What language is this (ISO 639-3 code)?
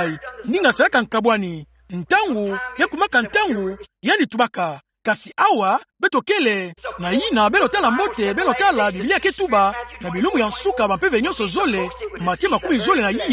ktu